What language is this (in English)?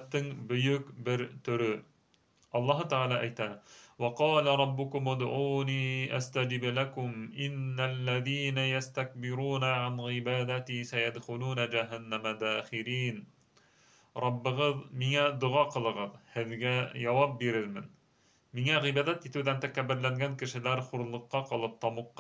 Bashkir